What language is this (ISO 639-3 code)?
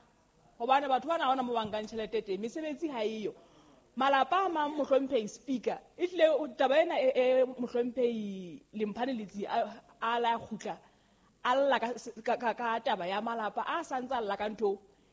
sot